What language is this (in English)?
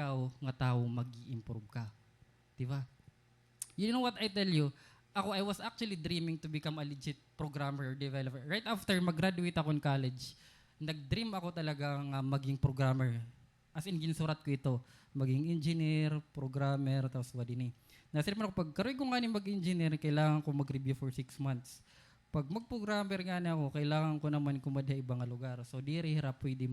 Waray